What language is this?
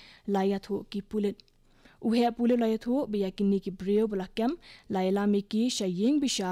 Khasi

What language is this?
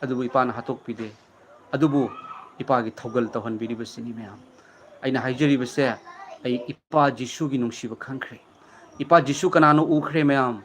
Manipuri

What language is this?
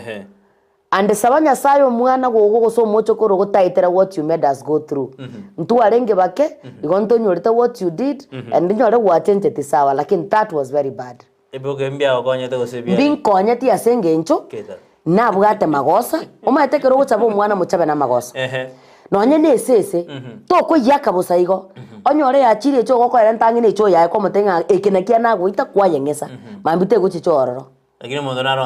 Gusii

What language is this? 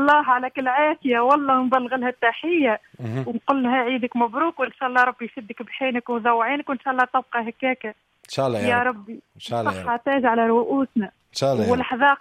Tunisian Arabic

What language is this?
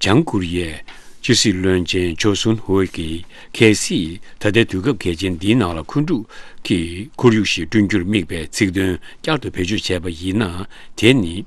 Tibetan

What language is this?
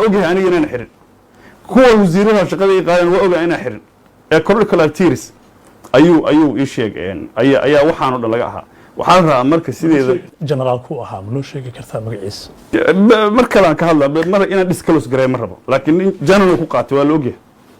Somali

